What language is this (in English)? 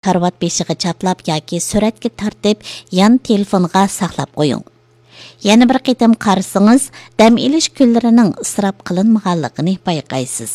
Uyghur